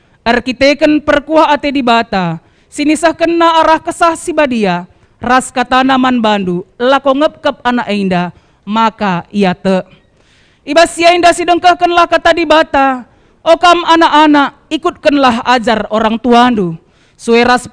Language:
Batak Karo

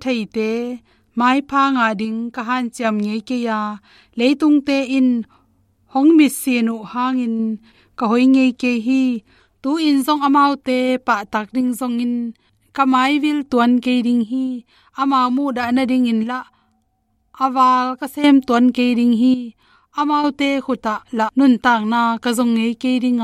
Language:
Tedim Chin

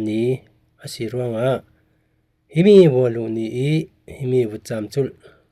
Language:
Falam Chin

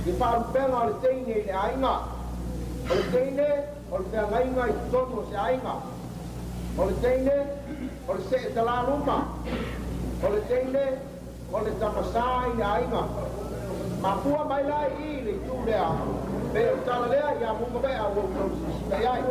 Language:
Samoan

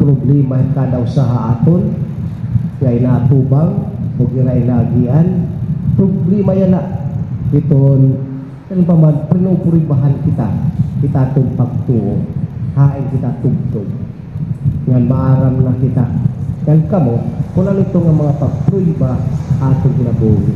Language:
Waray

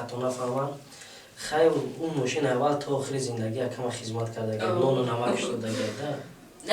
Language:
Tajik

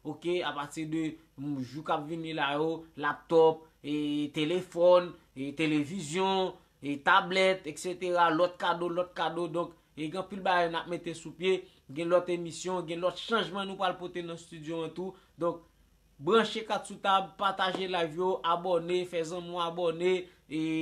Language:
Haitian Creole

